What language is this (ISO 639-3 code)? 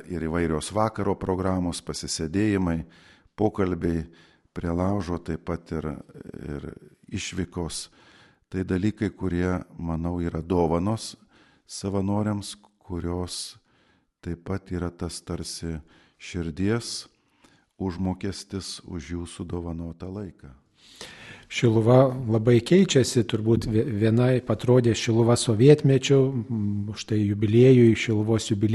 lit